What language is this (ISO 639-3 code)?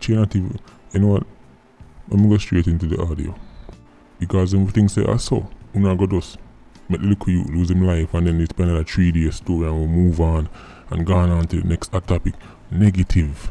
jam